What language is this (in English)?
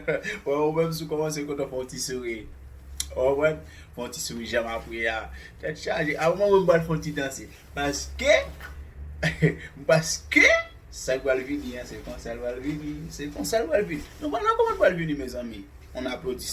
Haitian Creole